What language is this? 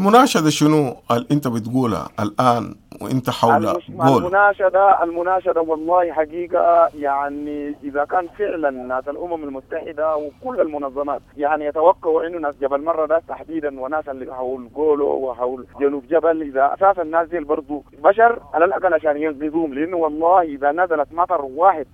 Sudanese Arabic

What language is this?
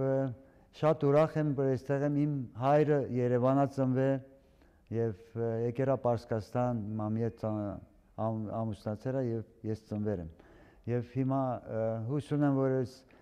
Armenian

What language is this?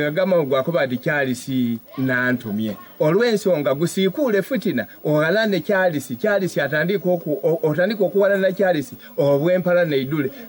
Soga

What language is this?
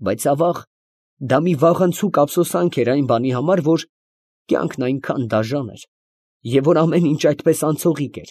Armenian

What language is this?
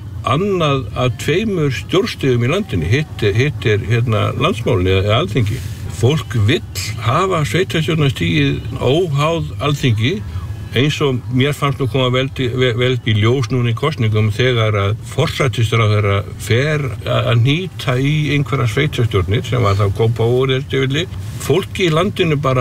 Icelandic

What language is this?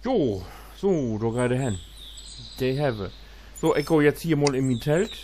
Low German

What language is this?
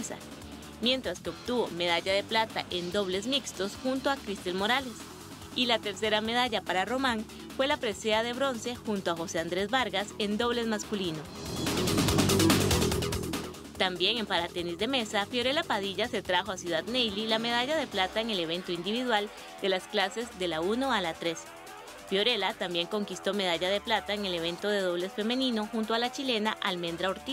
Spanish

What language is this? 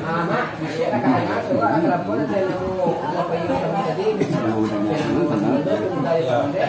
Minangkabau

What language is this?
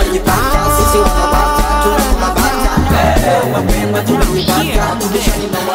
Swahili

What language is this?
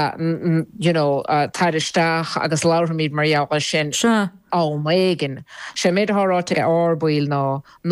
Irish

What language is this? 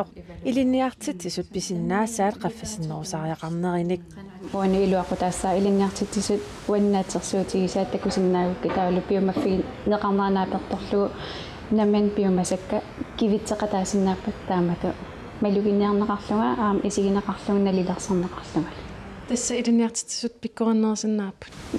Kalaallisut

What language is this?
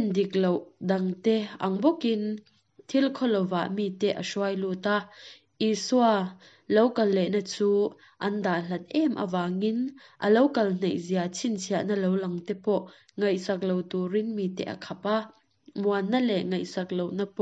Mizo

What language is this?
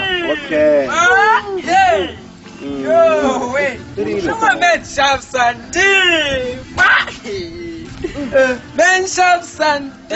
Tsonga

